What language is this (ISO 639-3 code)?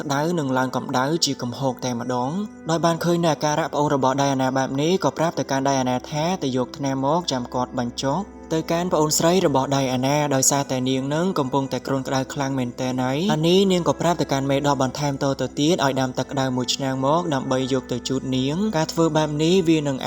khm